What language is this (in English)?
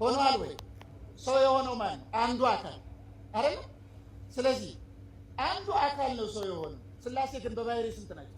Amharic